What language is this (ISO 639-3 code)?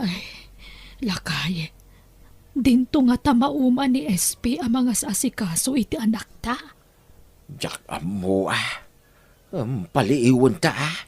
ilo